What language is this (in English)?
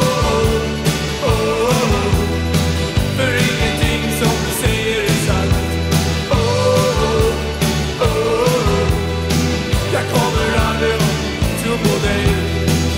Swedish